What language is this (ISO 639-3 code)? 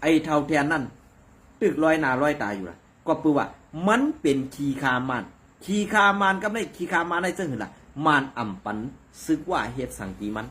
shn